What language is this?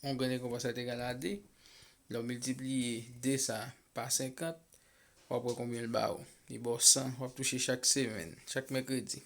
Haitian Creole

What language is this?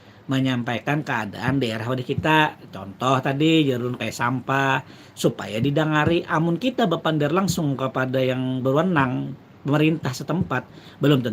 Banjar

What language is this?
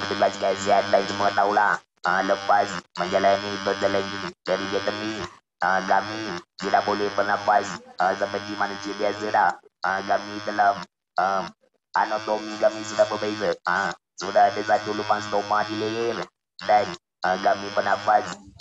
Malay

